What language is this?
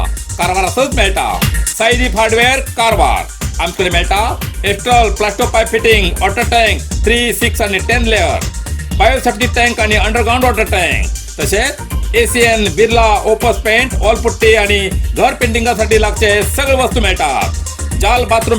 Konkani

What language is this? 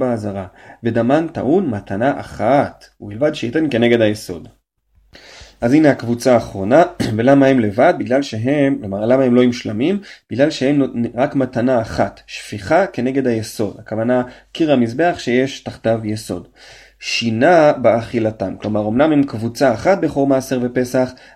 Hebrew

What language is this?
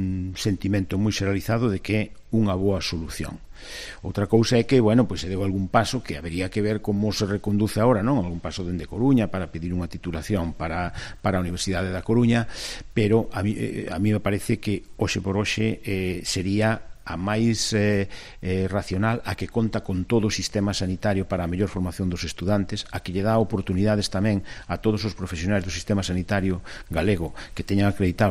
Galician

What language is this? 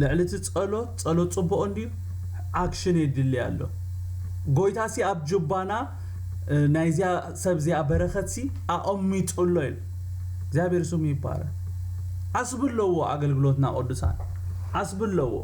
Tigrinya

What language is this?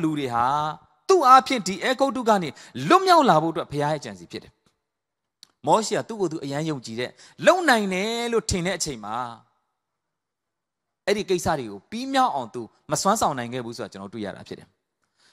Burmese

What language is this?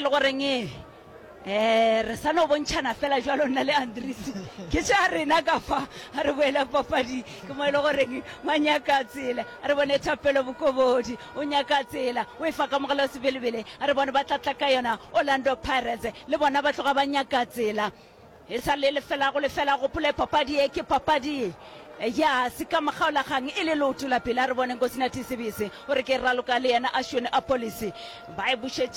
Northern Sotho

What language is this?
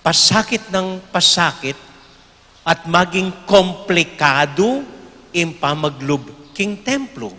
Pampanga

